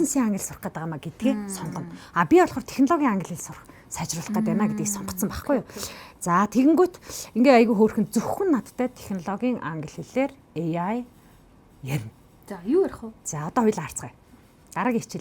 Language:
Mongolian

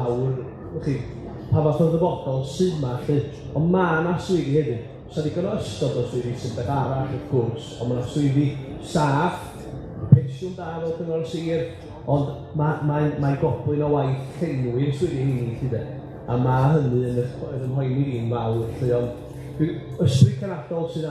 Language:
Welsh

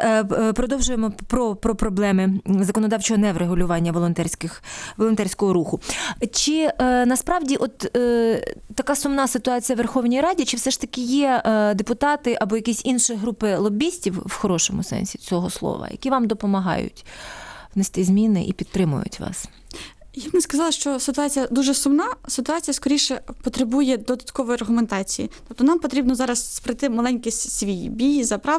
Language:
Ukrainian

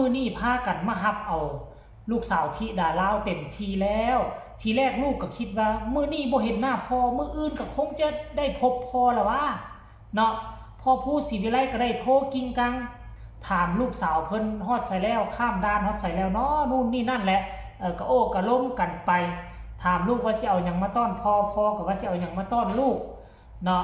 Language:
Northeastern Thai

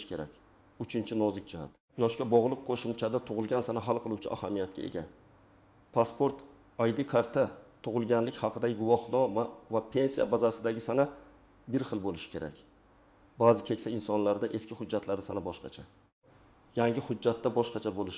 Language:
Uzbek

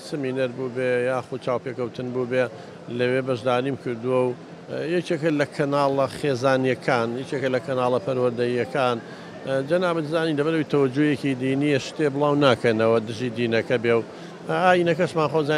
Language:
Central Kurdish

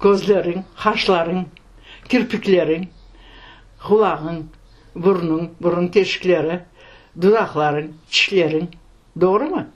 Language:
Crimean Tatar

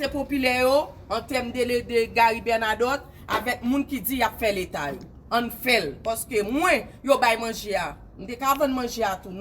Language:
Haitian Creole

